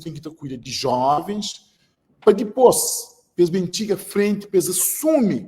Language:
Kabuverdianu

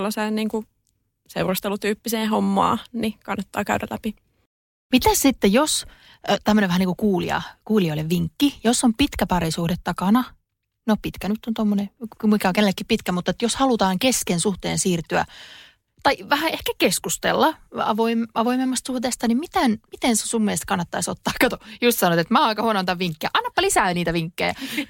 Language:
Finnish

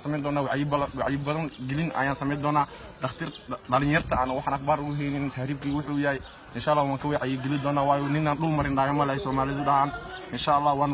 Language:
Somali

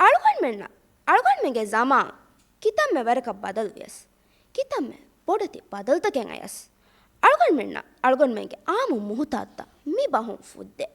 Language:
Divehi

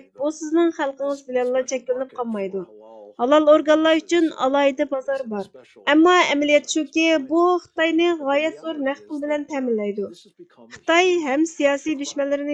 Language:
Uyghur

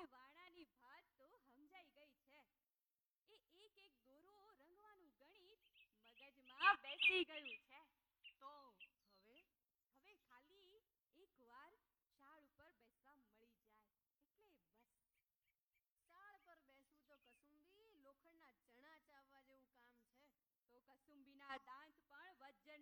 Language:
Gujarati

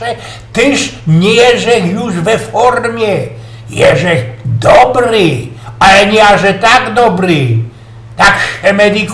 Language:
Silesian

